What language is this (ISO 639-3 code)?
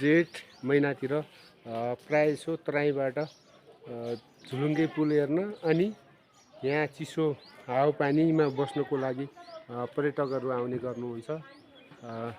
nep